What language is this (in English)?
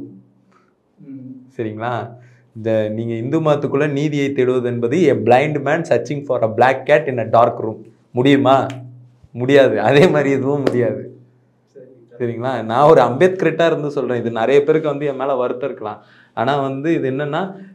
Tamil